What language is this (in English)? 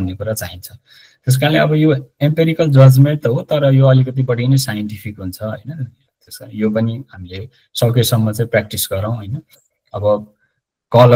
Nepali